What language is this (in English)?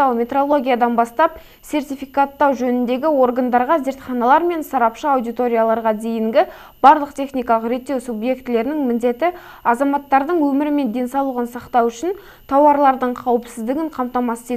Kazakh